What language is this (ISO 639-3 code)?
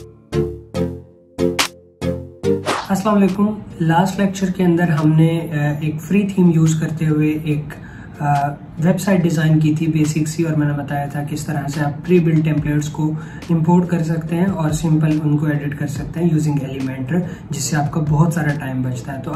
hin